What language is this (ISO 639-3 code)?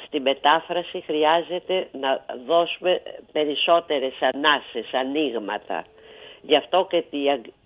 ell